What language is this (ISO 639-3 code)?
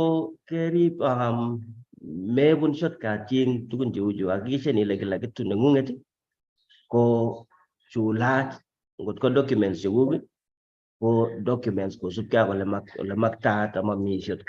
kln